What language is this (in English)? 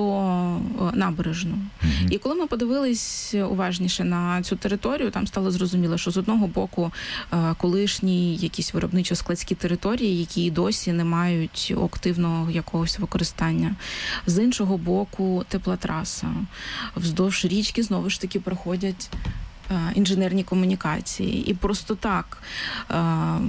Ukrainian